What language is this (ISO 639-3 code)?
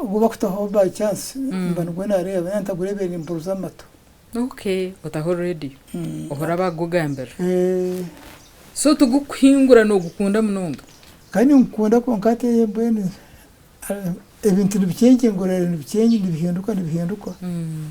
nyn